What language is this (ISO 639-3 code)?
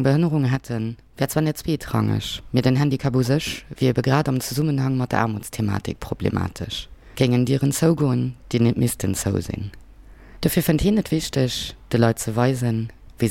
ltz